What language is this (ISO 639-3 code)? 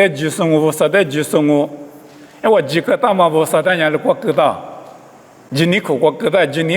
lis